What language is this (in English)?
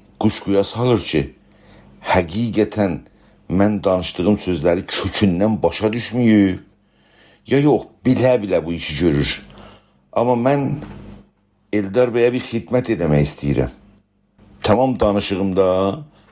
South Azerbaijani